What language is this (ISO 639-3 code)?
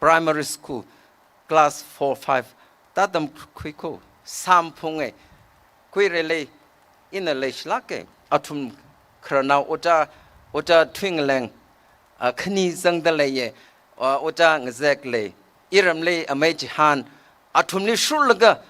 nmf